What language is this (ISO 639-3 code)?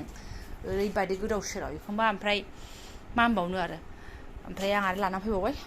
brx